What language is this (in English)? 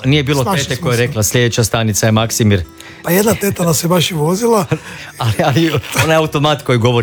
Croatian